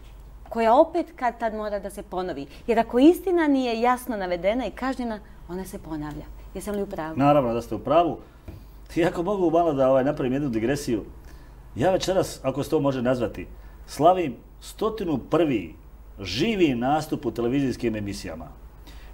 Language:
Serbian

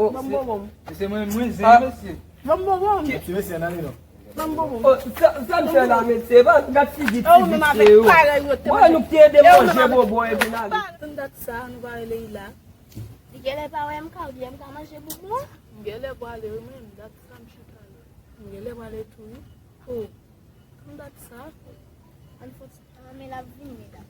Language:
Haitian Creole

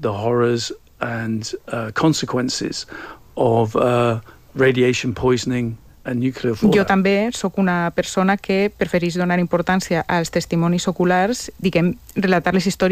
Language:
Catalan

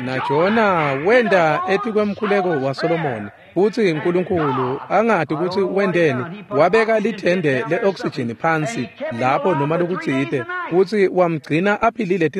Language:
Swati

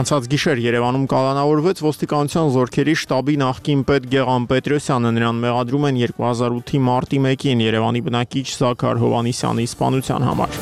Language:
Armenian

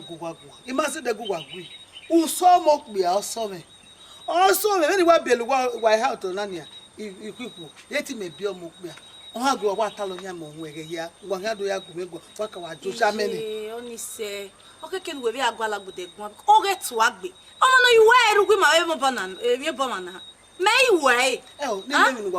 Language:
Bini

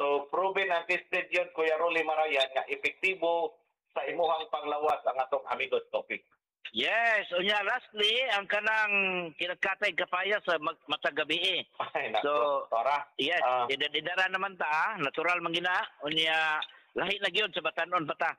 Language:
Cebuano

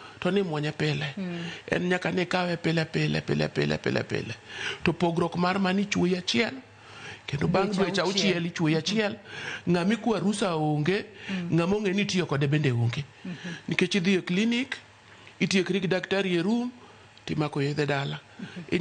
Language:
Luo (Kenya and Tanzania)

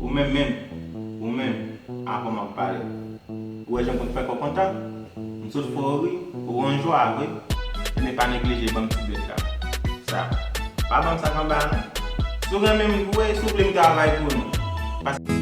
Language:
Haitian Creole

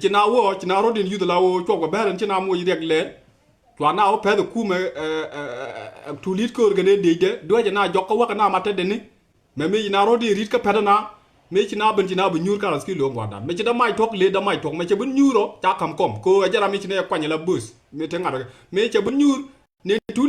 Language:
Nuer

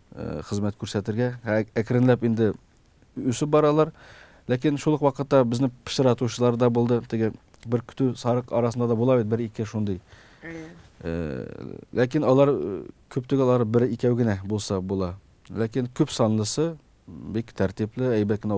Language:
Tatar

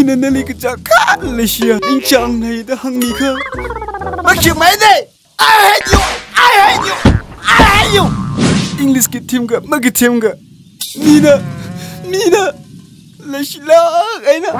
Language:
Tangkhul Naga (India)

